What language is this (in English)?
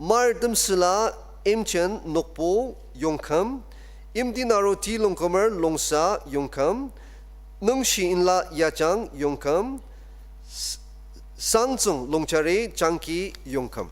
Ao Naga